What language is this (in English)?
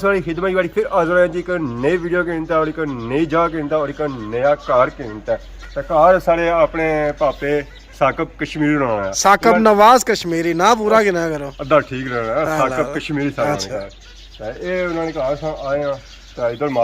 Pahari-Potwari